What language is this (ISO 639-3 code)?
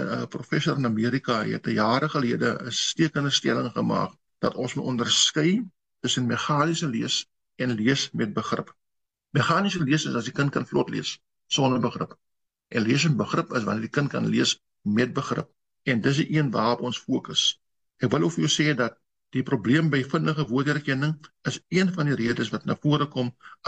afr